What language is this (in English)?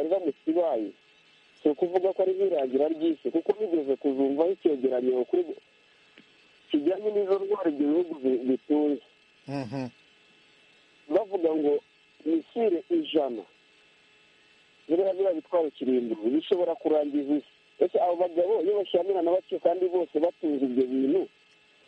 Kinyarwanda